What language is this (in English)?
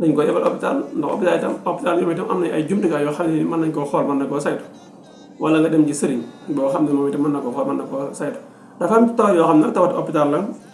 Wolof